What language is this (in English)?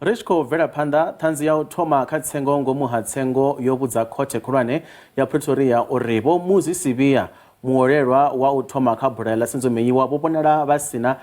Venda